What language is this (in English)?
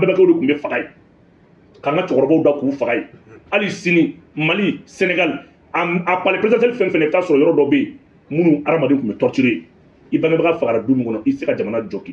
Bambara